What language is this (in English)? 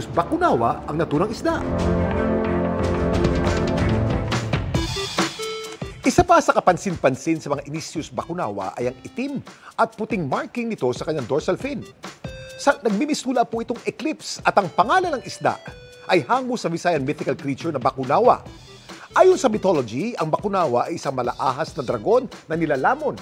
Filipino